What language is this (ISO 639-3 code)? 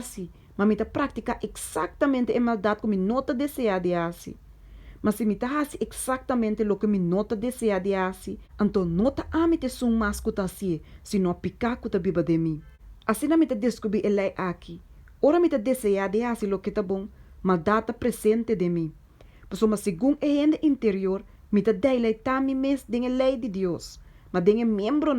pap